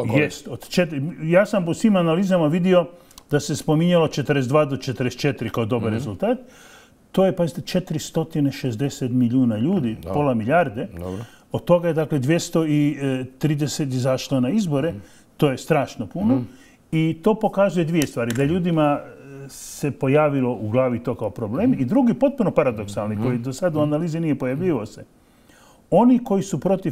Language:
Croatian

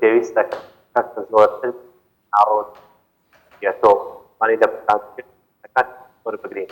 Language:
Central Kurdish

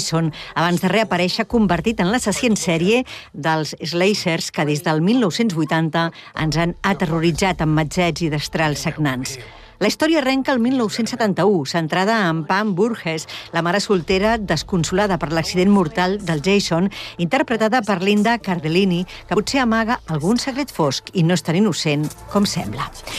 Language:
Catalan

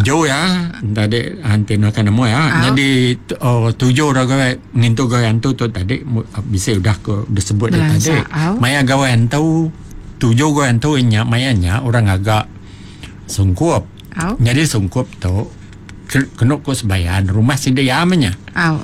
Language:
Iban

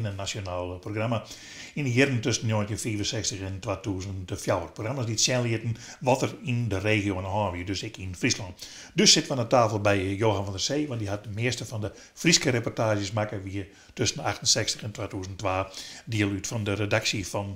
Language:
Western Frisian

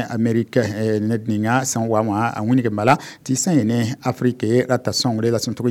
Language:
Mossi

